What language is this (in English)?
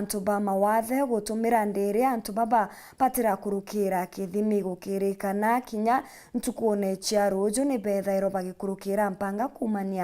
Meru